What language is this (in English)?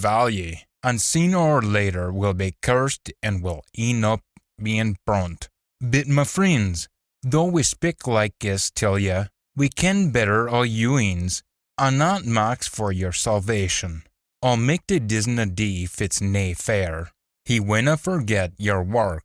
Scots